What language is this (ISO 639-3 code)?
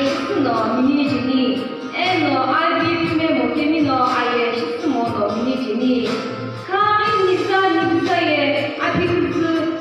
nsm